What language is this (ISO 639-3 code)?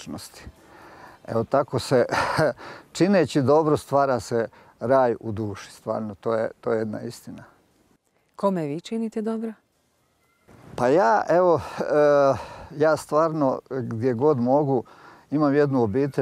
hrv